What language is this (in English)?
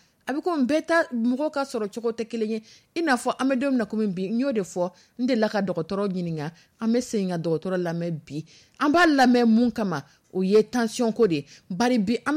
Dyula